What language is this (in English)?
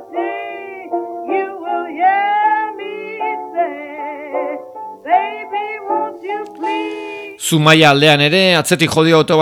Basque